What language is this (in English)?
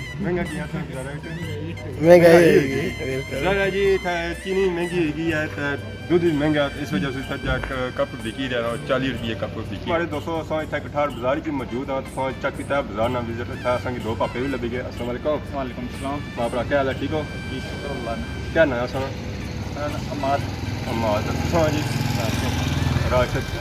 Pahari-Potwari